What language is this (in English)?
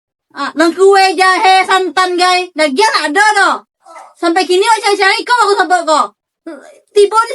Minangkabau